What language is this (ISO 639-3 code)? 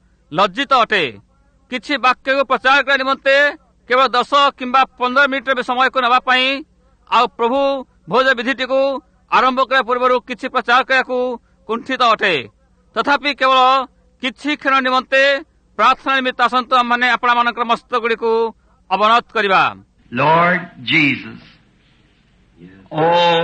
ori